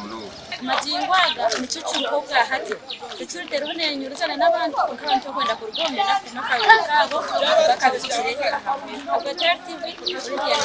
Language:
Nyankole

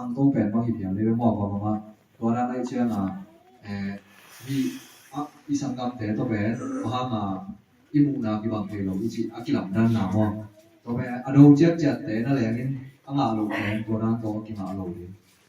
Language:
Tedim Chin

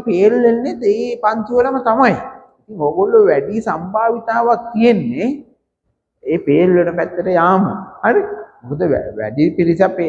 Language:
Sinhala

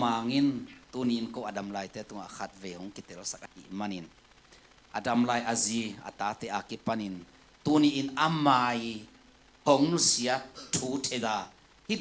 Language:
Tedim Chin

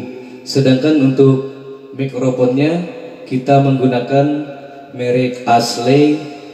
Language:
Indonesian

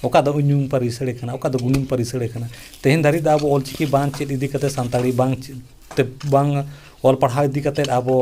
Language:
Santali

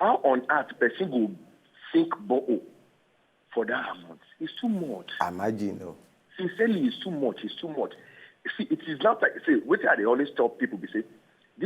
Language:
Nigerian Pidgin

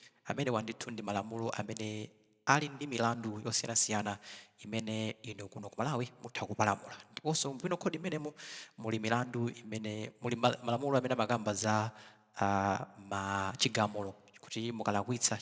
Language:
Nyanja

